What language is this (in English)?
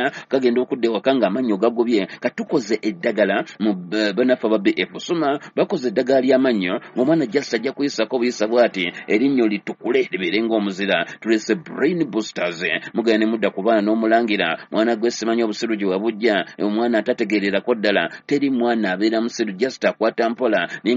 Ganda